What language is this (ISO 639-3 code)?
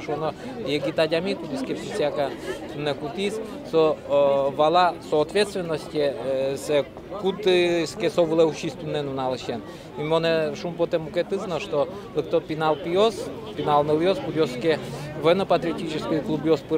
udm